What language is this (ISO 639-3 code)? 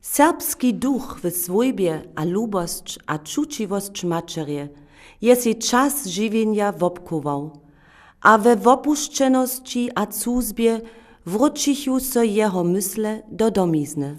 hsb